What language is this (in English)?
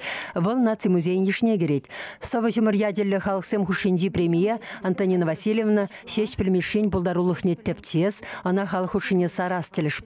Chuvash